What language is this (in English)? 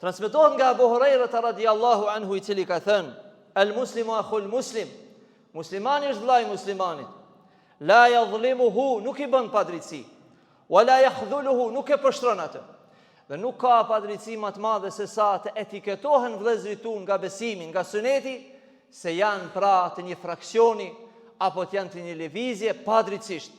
Albanian